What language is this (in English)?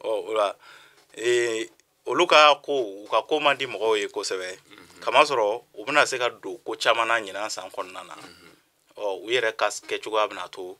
Bambara